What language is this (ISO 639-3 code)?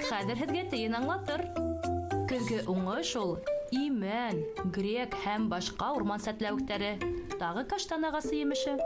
bak